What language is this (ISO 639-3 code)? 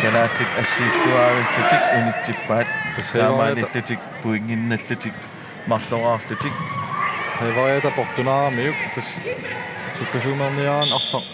kal